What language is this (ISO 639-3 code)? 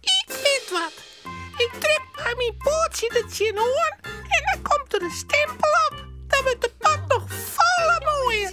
fry